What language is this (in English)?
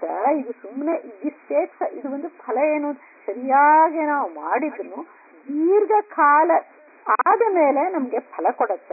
Kannada